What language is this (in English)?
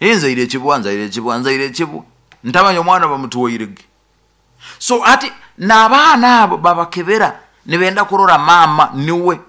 Nyoro